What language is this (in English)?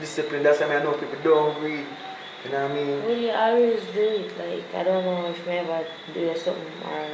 Jamaican Creole English